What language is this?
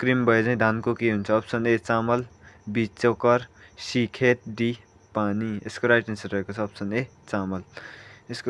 Nepali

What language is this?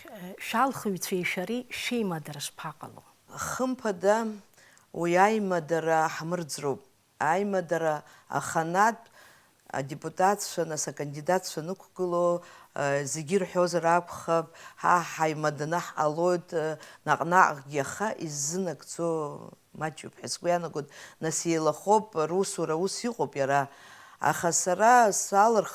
Abkhazian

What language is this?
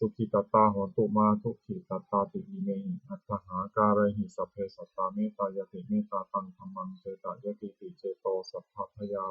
Pali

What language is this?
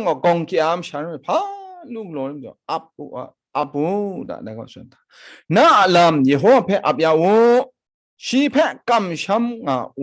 Kachin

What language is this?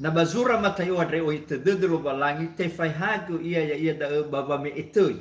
Nias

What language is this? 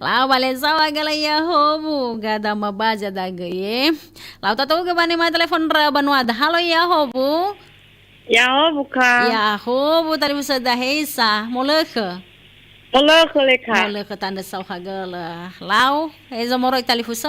Nias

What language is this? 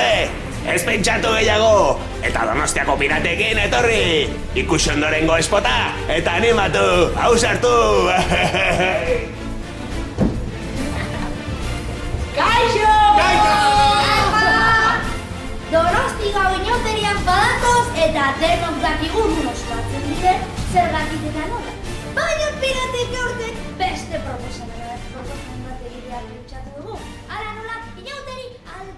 Basque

